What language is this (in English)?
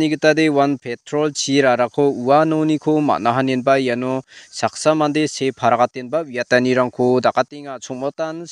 Garo